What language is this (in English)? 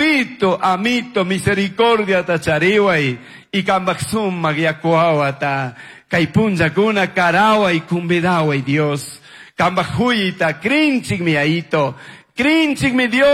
Chimborazo Highland Quichua